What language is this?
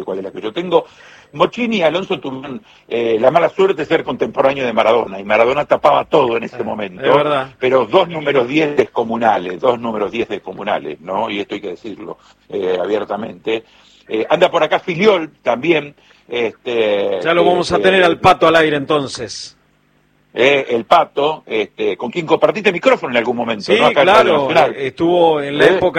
Spanish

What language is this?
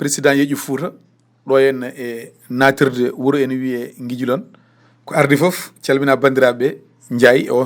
Fula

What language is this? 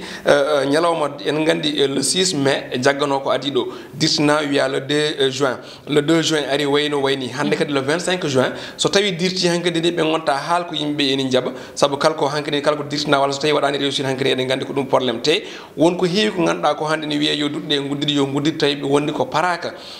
Fula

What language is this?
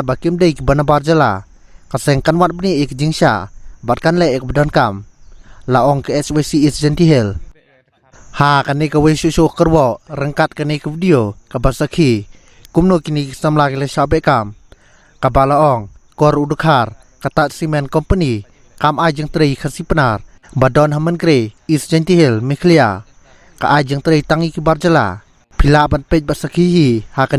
Khasi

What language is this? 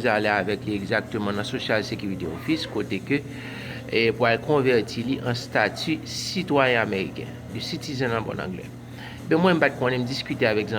Haitian Creole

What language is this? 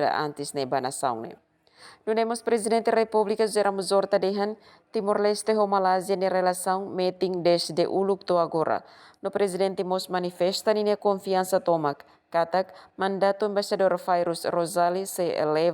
Tetum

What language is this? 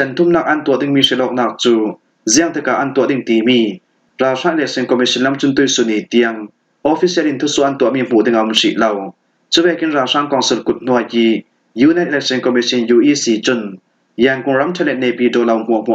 Falam Chin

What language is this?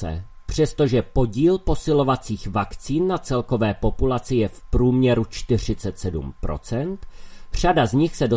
Czech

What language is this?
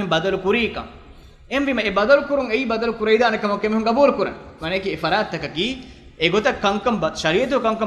Divehi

